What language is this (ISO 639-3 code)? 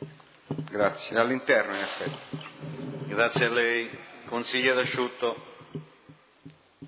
ita